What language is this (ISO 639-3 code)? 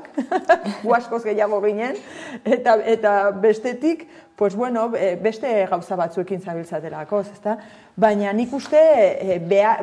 eus